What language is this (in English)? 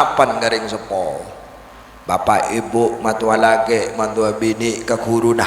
Madurese